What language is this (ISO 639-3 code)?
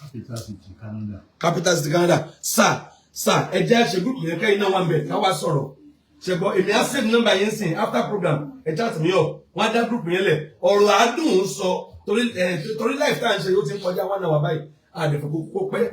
yor